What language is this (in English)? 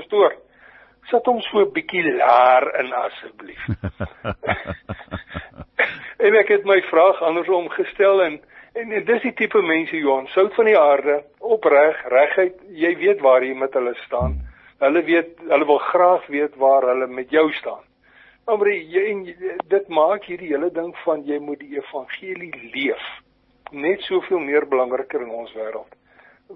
Afrikaans